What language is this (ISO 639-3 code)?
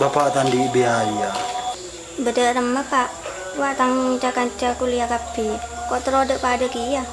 mad